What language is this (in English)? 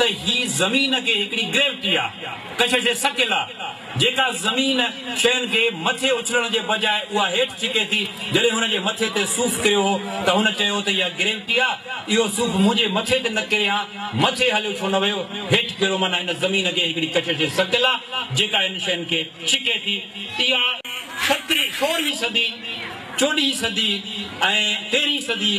Sindhi